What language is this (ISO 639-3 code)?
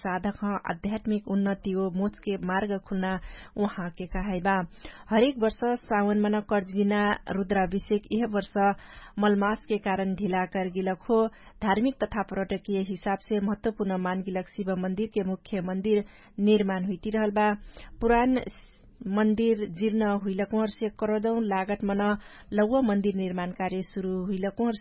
thl